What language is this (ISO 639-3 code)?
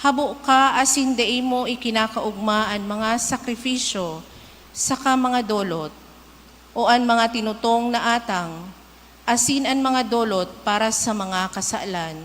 bik